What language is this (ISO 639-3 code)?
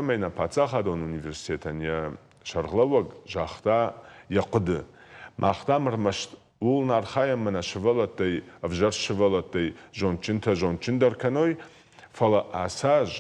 oss